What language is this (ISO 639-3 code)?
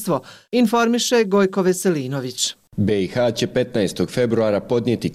bos